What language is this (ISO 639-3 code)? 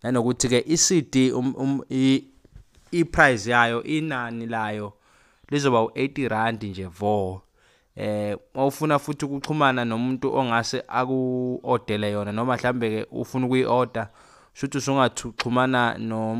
zul